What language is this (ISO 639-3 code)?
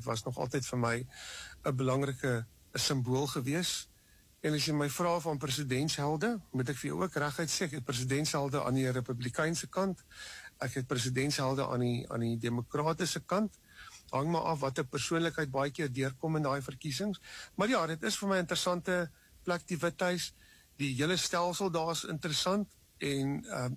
afr